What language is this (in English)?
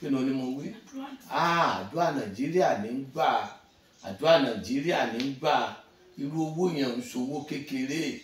Yoruba